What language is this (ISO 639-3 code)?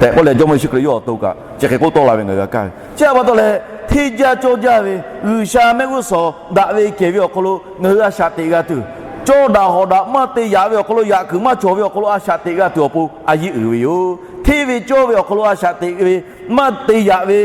lhu